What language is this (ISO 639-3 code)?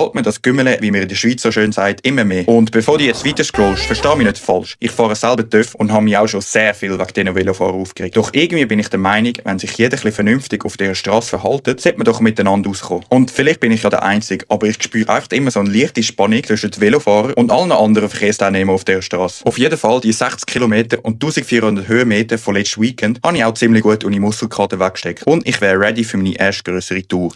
gsw